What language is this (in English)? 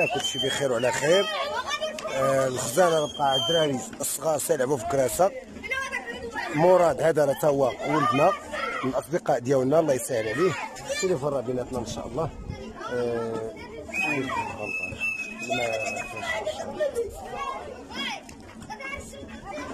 Moroccan Arabic